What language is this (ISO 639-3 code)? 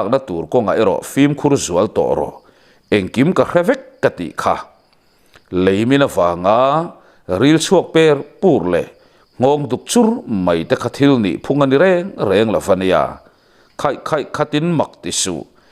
lus